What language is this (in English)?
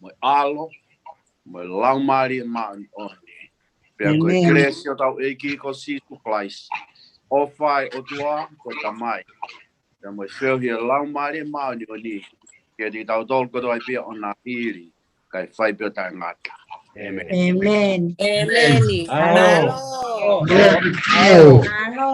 Tongan